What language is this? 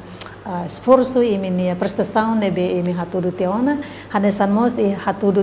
Tetum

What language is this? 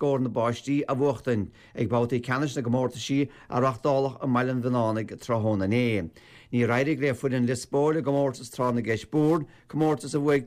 Irish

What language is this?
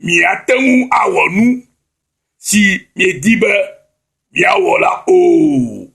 Ewe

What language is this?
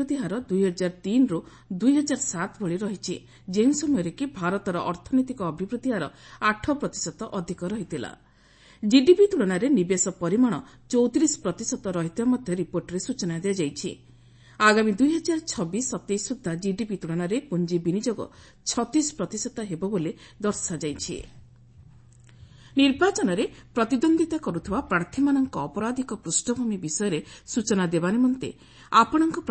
Odia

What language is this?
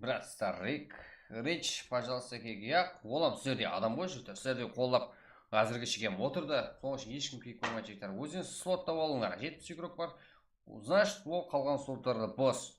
Kara-Kalpak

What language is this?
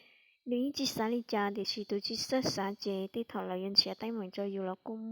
Hmong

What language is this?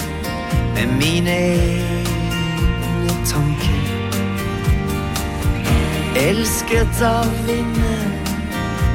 Norwegian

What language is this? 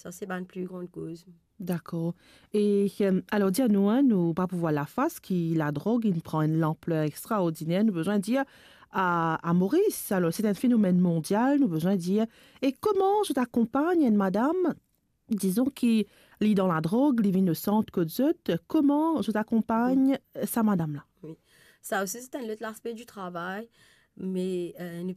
Morisyen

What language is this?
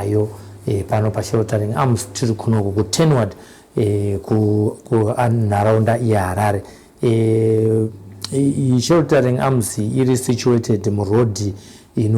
Shona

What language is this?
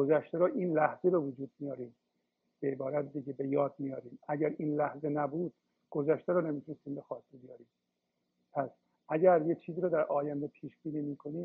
Persian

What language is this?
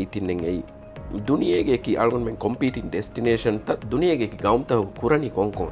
Divehi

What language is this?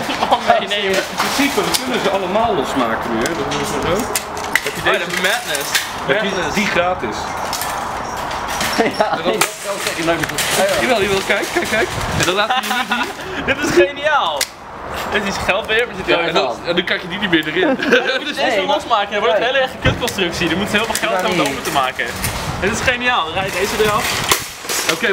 Dutch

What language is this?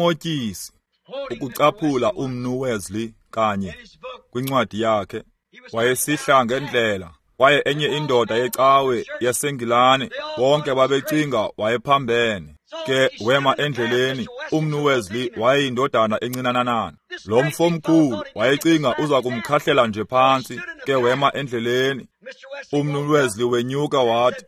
Xhosa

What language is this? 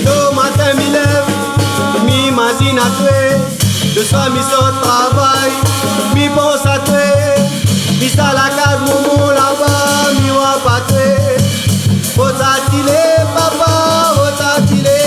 Réunion Creole French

